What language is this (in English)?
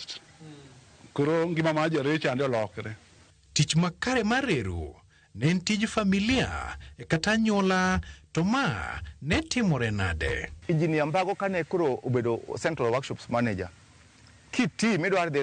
Luo (Kenya and Tanzania)